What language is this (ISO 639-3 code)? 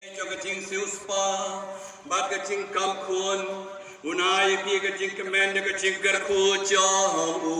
kha